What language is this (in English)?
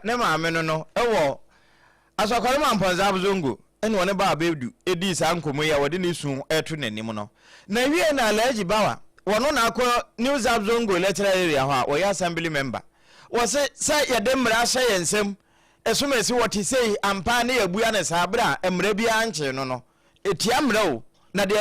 Akan